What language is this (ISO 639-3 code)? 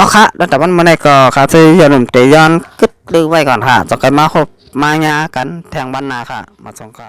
shn